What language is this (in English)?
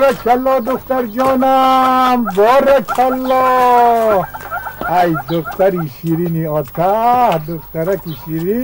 Tajik